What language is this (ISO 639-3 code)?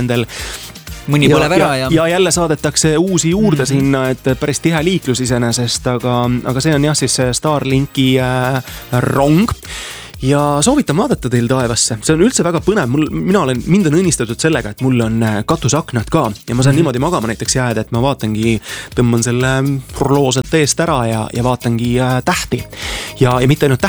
est